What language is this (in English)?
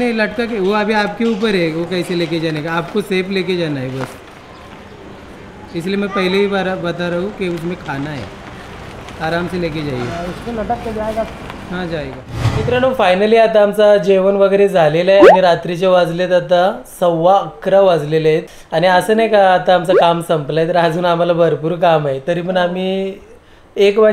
Marathi